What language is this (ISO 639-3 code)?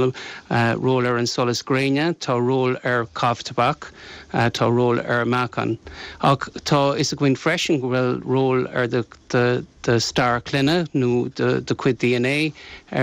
gle